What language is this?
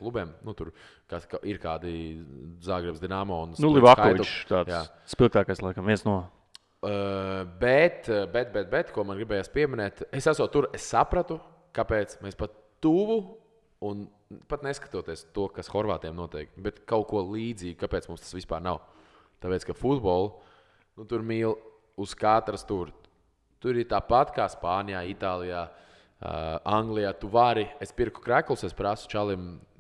Latvian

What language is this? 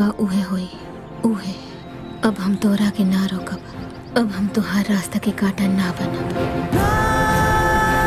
Bhojpuri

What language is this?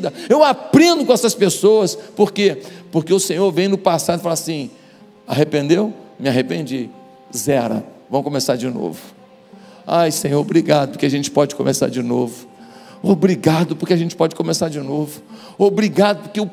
Portuguese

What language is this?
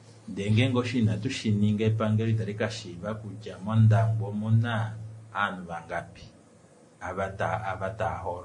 Kuanyama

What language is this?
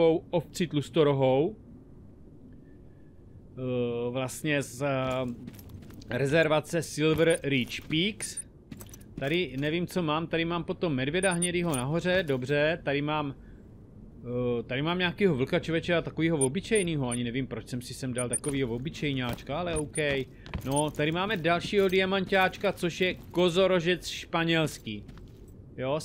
Czech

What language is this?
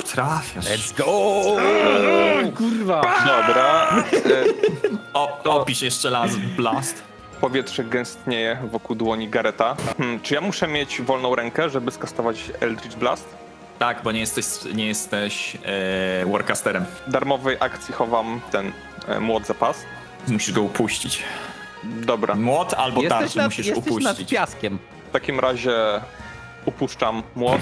Polish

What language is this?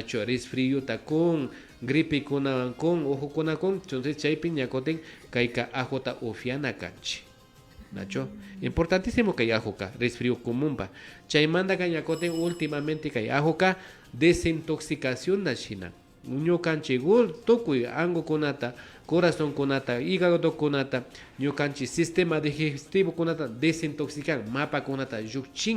Imbabura Highland Quichua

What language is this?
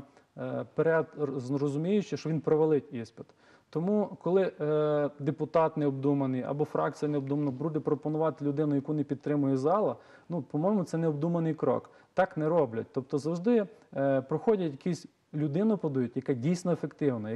Ukrainian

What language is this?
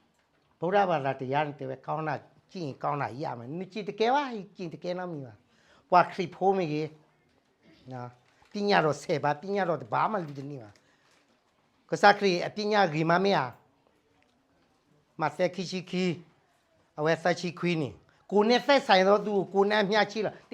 S'gaw Karen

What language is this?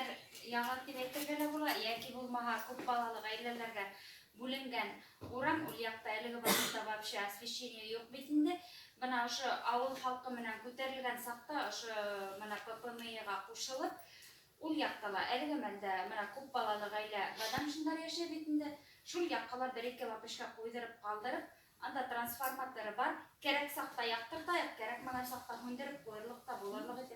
Bashkir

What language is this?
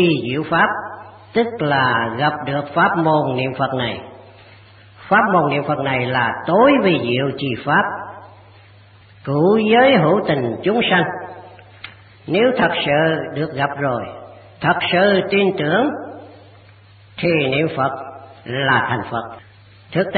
Vietnamese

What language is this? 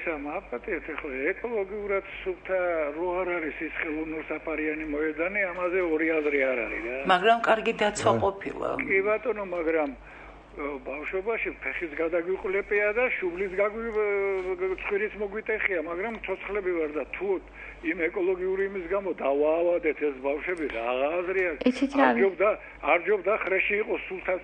Georgian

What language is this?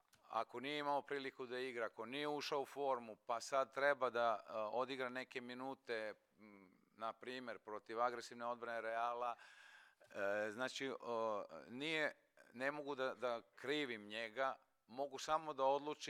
Serbian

